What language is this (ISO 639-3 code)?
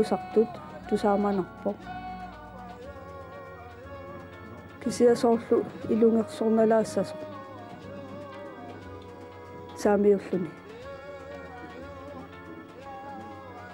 kal